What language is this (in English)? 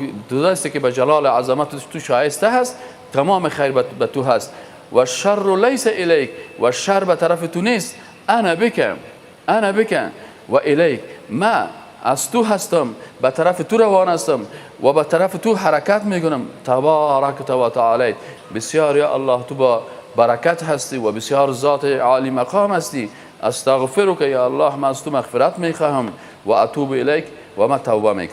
Persian